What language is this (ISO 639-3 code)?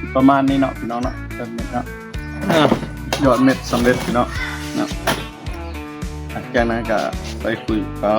lao